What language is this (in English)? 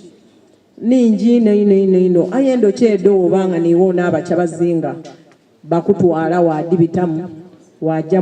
Soga